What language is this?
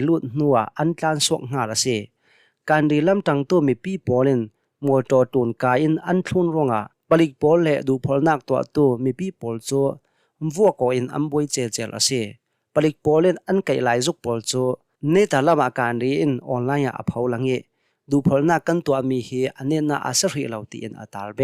Hakha Chin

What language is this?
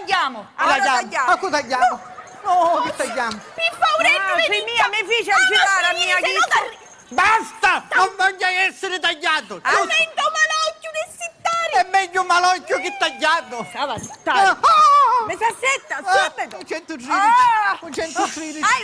Sicilian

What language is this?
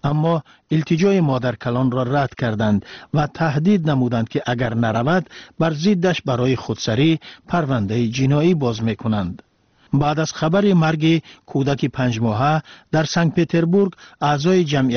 Tajik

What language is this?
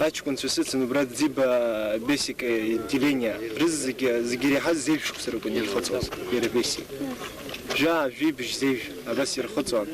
Abkhazian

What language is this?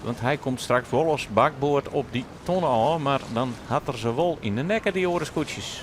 Western Frisian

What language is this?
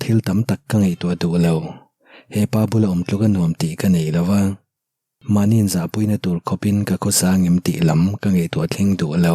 Mizo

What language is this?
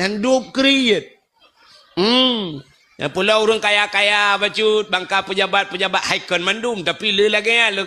Achinese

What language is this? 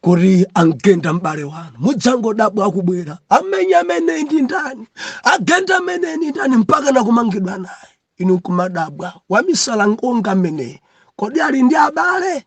Nyanja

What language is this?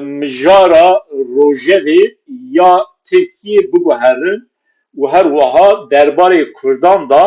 Kurdish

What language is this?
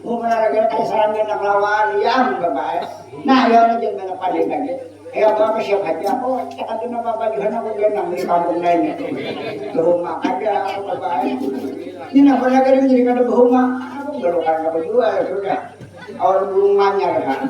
Banjar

